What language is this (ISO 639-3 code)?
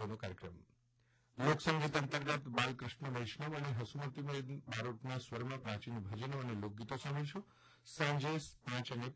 guj